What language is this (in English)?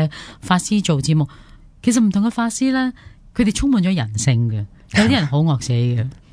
Cantonese